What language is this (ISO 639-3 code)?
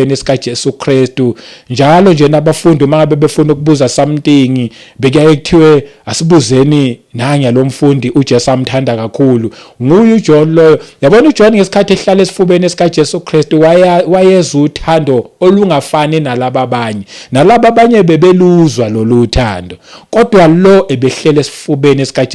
zul